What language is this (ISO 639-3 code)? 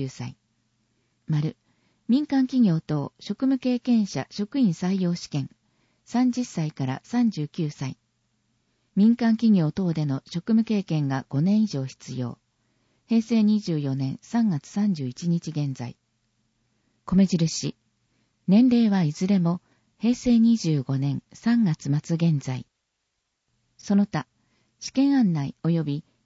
jpn